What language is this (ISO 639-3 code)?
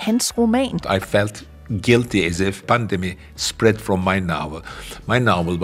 dan